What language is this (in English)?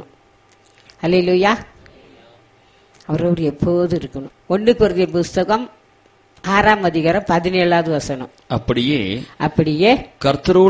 Tamil